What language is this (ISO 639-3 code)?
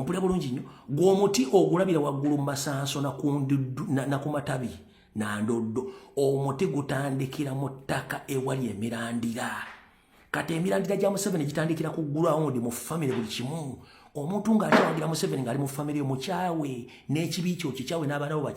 lug